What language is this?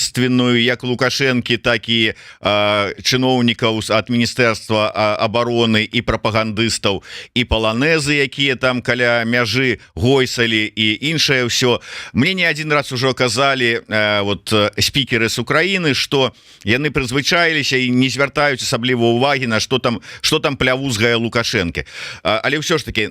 Belarusian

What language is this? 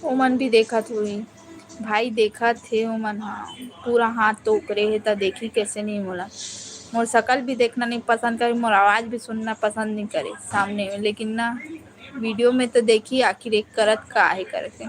Chhattisgarhi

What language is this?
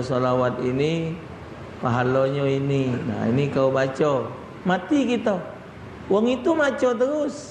Musi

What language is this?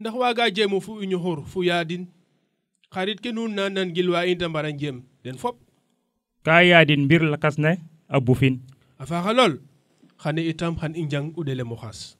Serer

